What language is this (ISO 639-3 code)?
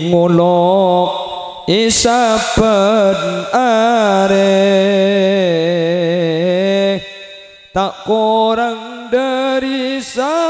mad